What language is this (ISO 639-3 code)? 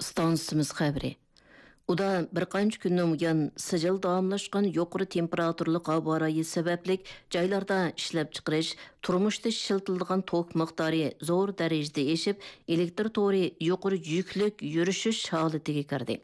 uig